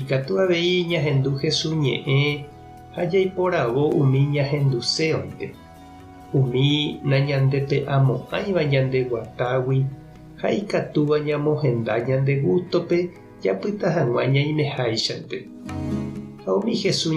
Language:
Guarani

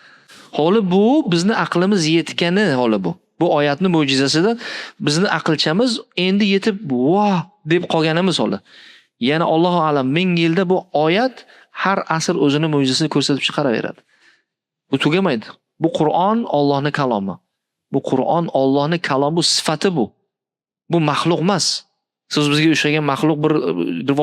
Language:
Uzbek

